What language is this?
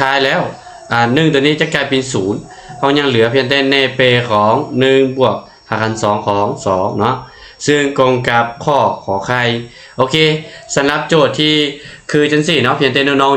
Lao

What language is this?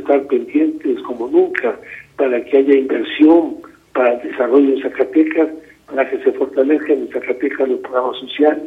Spanish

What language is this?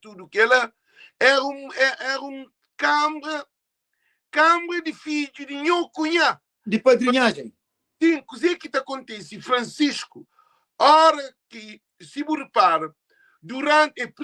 Kabuverdianu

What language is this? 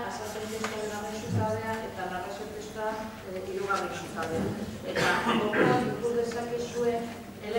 Basque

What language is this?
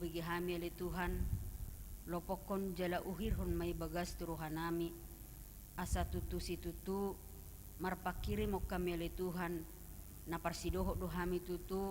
Batak Toba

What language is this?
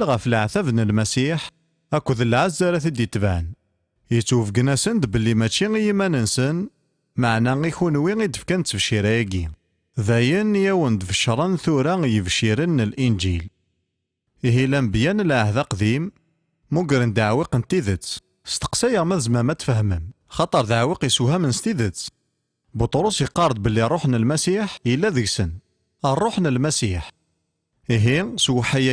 Kabyle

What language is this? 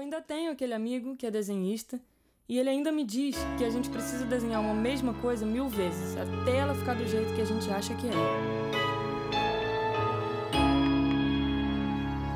Portuguese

